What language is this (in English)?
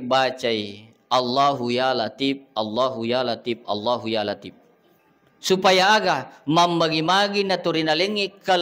Buginese